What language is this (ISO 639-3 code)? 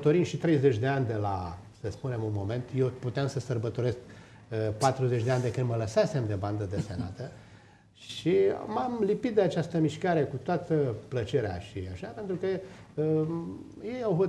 ron